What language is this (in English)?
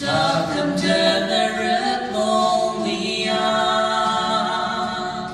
Ao Naga